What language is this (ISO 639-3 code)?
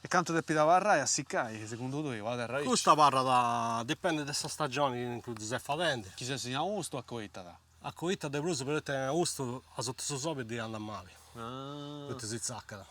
srd